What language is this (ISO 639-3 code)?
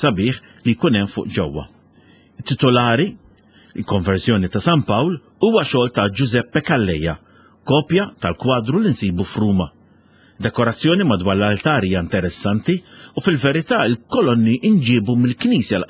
mlt